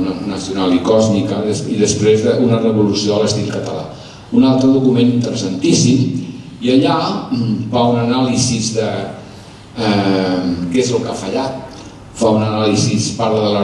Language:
Catalan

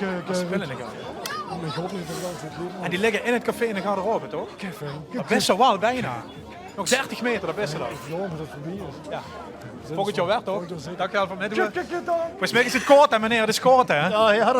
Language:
Limburgish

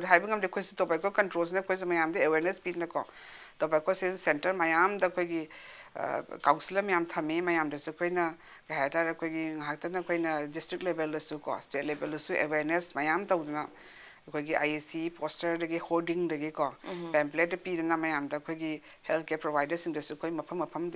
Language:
Manipuri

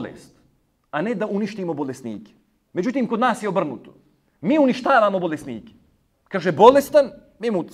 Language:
Bosnian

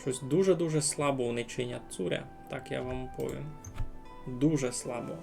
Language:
Rusyn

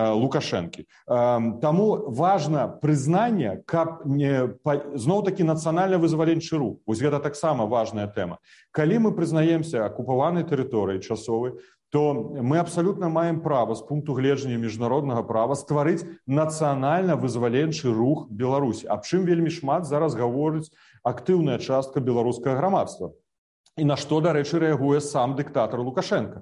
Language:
Belarusian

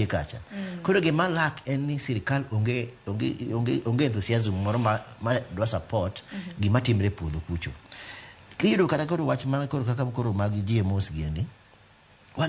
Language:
Luo (Kenya and Tanzania)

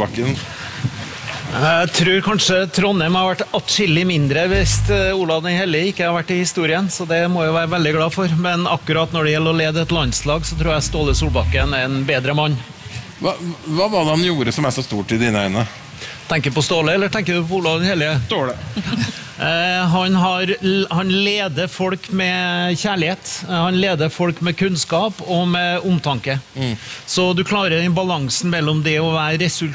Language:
Norwegian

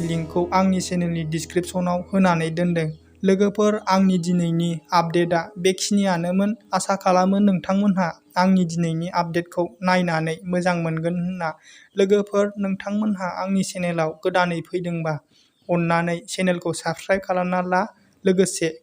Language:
Bodo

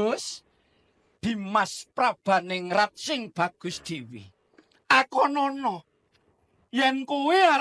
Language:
Javanese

